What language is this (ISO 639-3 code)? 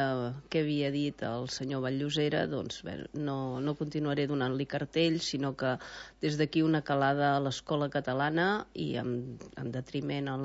cat